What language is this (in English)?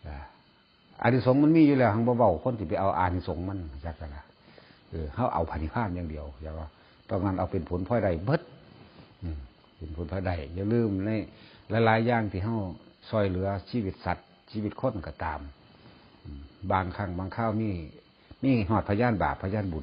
Northeastern Thai